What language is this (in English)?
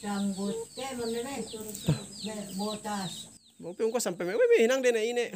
Yakan